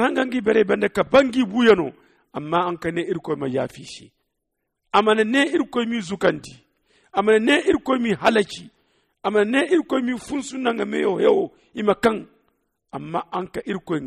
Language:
Zarma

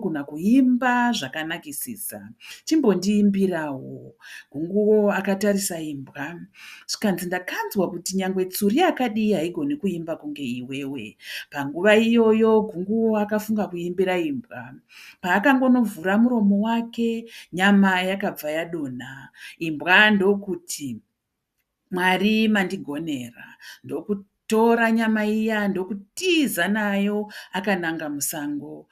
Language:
Shona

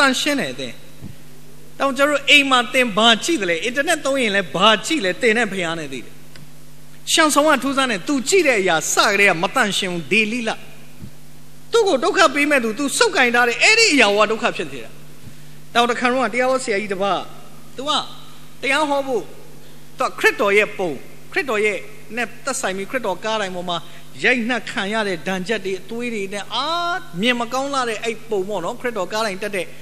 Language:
Burmese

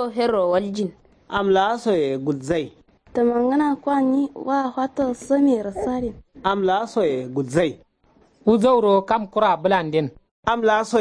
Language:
Kanuri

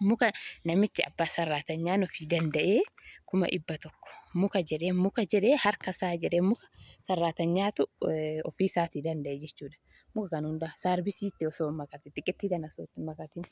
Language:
Oromo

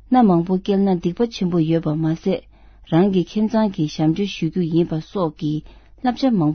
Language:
Tibetan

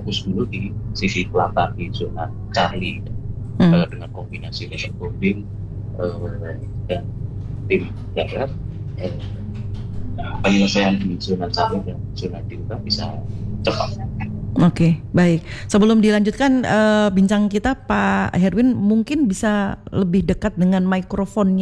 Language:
Indonesian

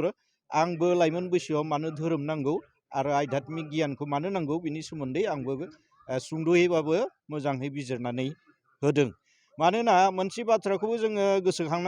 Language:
Bodo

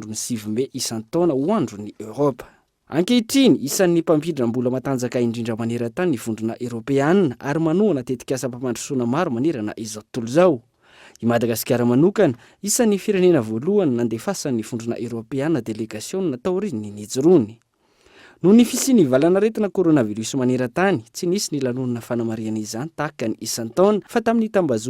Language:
Malagasy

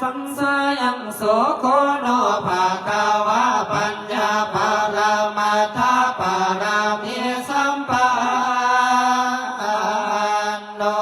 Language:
Pali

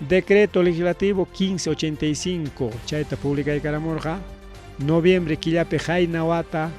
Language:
Ayacucho Quechua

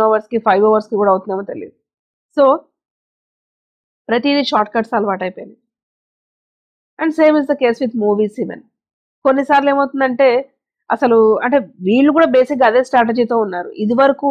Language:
Telugu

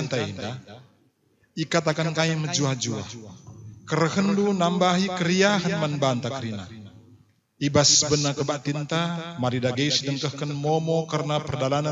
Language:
Batak Karo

